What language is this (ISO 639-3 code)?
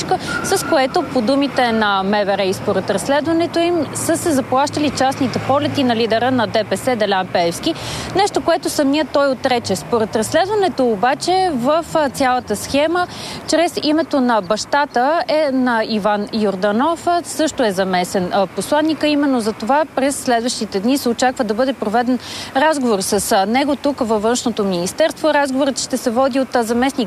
bul